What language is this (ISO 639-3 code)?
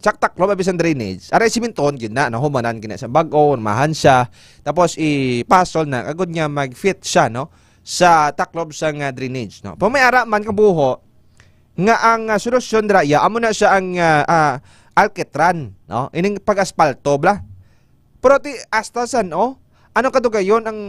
hil